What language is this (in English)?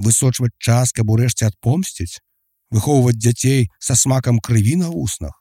Belarusian